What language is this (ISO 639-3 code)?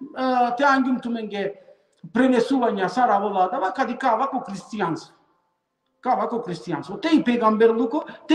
rmn